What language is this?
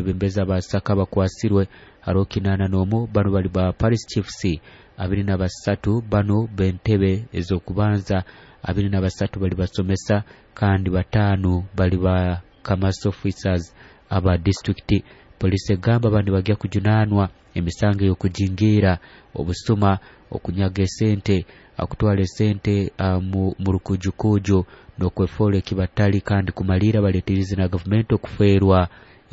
Nyoro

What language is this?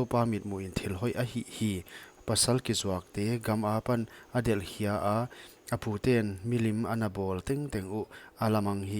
Paite Chin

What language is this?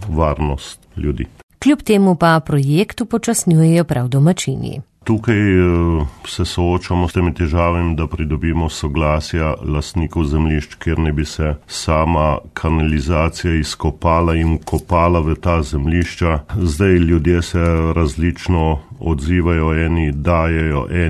Slovenian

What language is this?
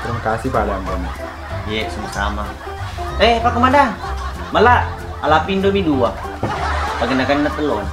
Buginese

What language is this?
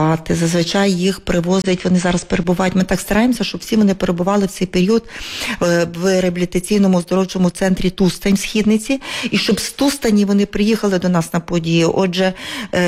Ukrainian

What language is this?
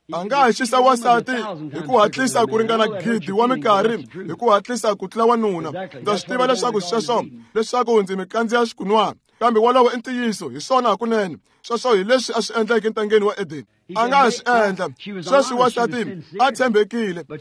Tsonga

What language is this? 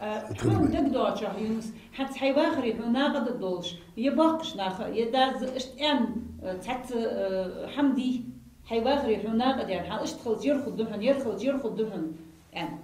Ingush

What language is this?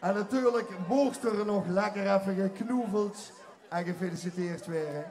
Limburgish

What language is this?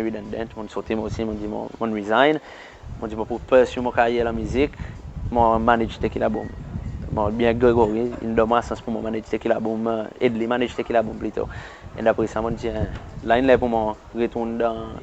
Seselwa Creole French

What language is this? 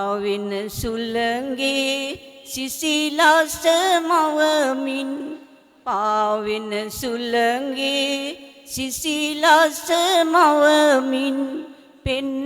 Sinhala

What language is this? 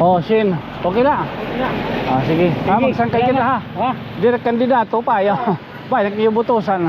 Waray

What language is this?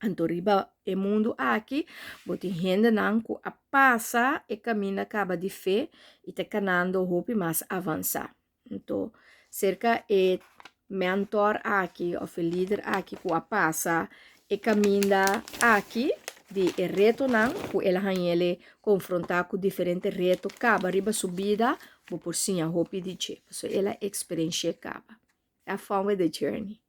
Papiamento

